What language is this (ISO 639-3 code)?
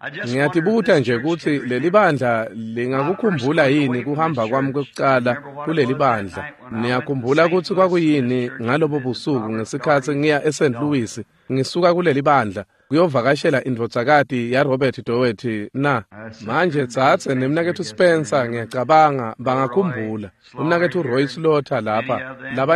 ssw